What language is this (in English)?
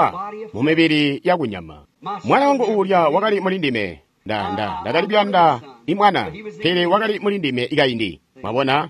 Tonga (Zambia)